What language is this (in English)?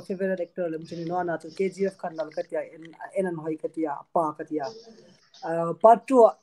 Hmar